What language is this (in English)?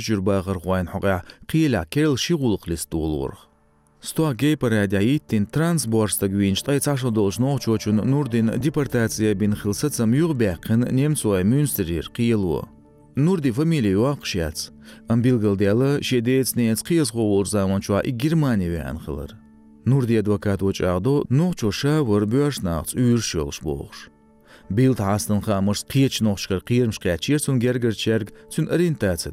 Chechen